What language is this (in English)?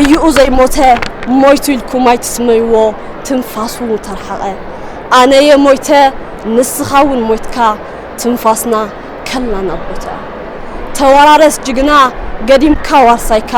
Tigrinya